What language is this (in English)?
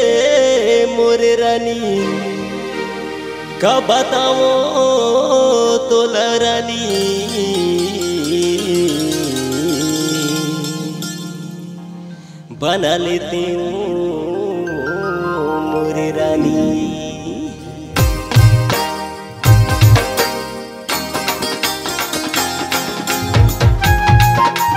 Chhattisgarhi